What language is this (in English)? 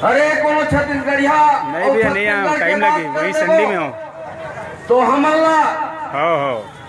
Chhattisgarhi